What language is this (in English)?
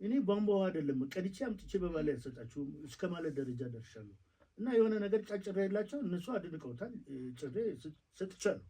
Amharic